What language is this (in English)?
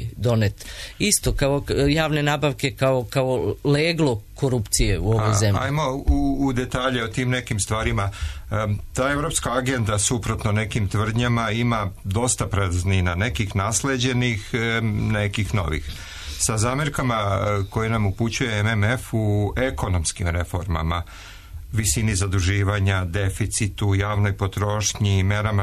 Serbian